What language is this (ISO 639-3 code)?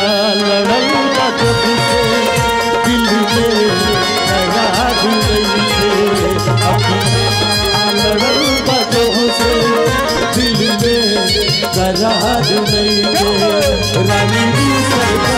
bho